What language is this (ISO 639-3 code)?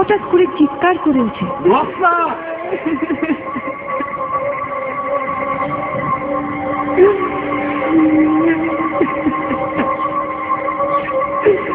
ben